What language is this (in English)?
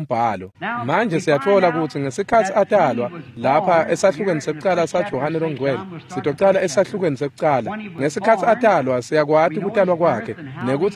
Swati